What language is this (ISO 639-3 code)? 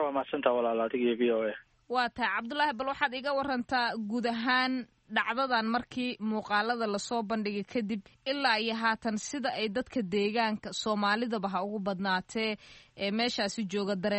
som